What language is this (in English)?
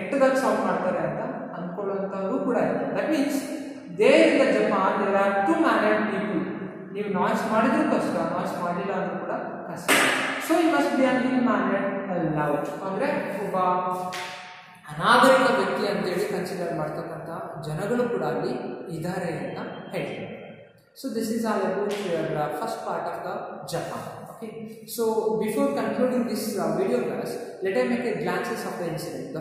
Kannada